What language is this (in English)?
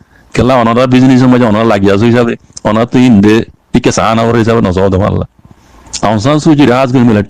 Rohingya